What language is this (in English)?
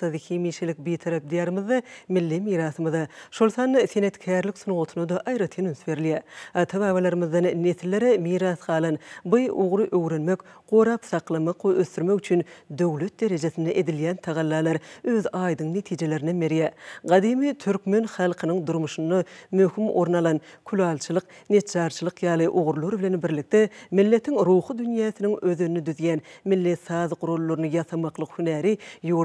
Turkmen